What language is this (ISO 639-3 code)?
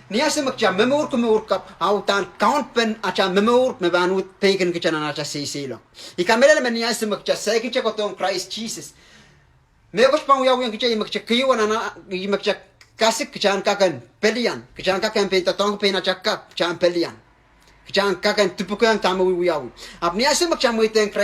pon